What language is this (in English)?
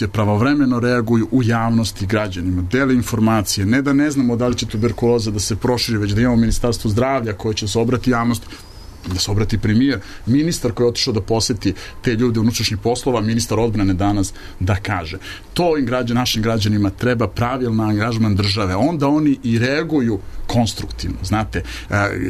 Serbian